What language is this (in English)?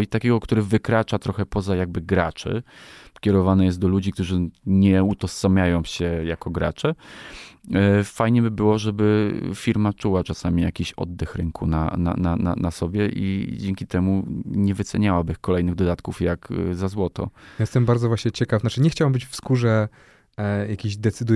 Polish